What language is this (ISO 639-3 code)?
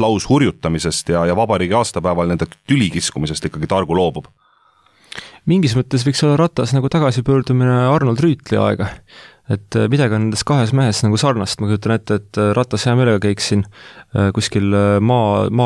est